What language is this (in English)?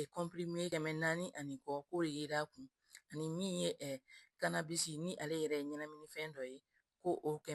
Bambara